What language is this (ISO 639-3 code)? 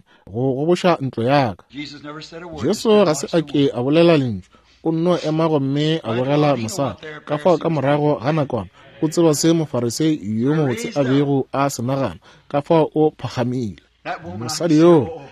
nso